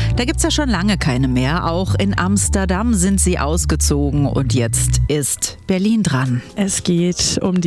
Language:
German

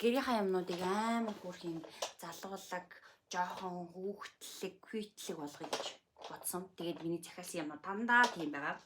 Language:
Mongolian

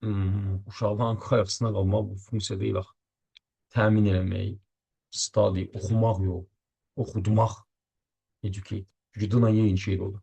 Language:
Azerbaijani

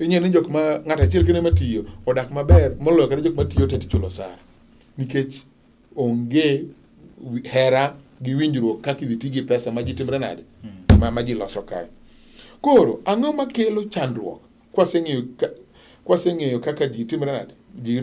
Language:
Luo (Kenya and Tanzania)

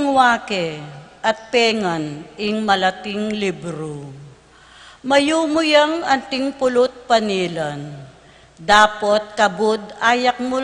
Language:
Pampanga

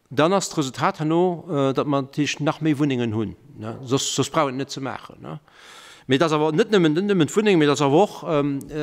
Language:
Luxembourgish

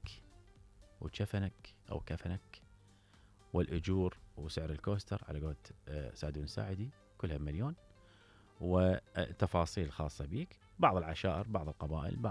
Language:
Mesopotamian Arabic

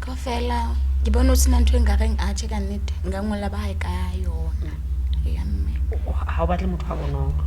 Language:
Southern Sotho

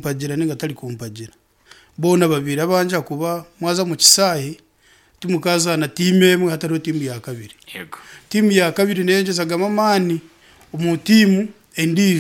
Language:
Nyankole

